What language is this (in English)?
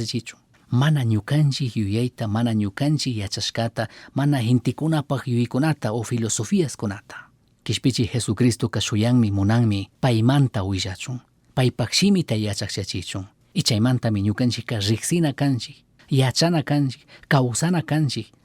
Chimborazo Highland Quichua